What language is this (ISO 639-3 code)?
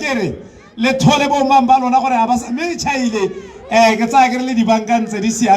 tsn